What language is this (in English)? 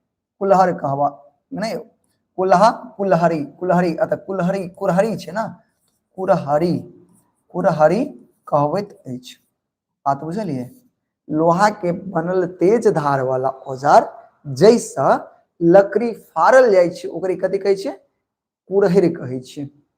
Maithili